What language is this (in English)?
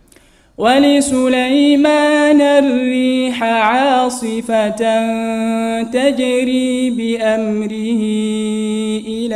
Arabic